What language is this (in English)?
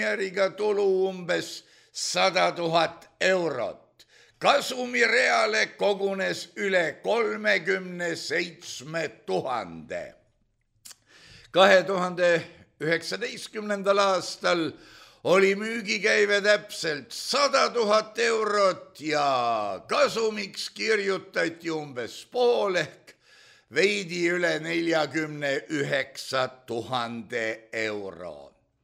Estonian